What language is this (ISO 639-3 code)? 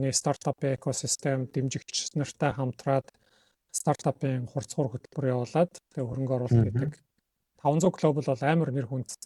mon